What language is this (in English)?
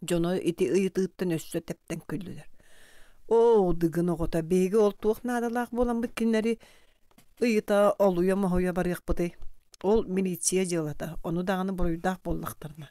Yakut